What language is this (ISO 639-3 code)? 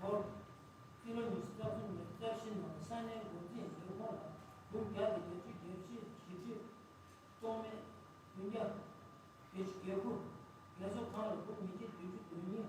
bod